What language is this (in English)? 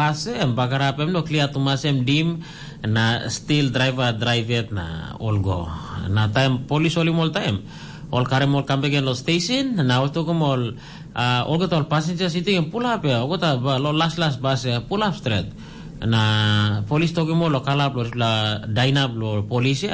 Tok Pisin